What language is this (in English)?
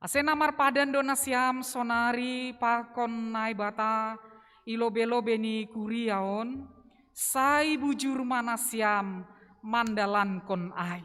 Batak Simalungun